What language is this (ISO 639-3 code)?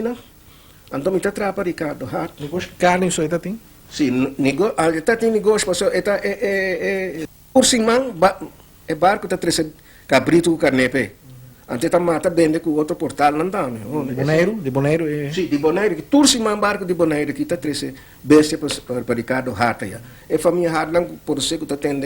pap